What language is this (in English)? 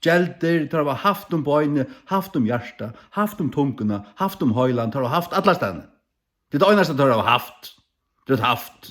Faroese